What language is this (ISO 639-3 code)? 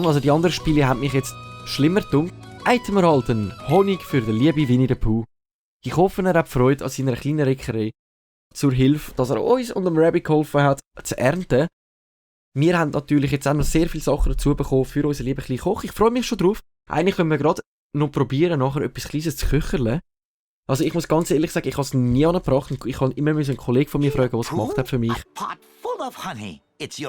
gsw